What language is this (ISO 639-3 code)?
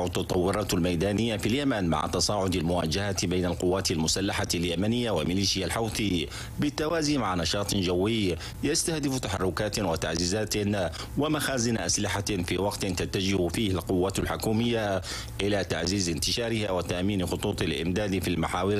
ara